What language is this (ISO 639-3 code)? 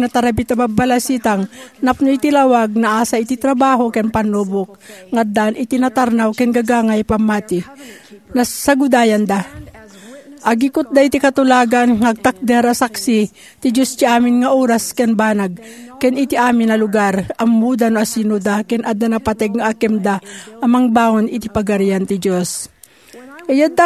ilo